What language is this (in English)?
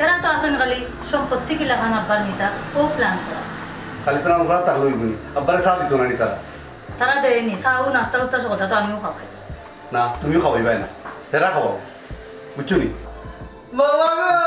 Sylheti